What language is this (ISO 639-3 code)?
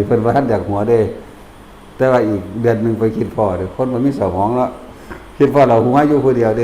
tts